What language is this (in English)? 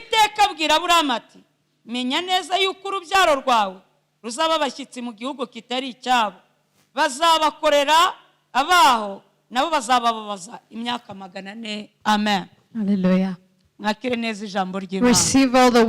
Kinyarwanda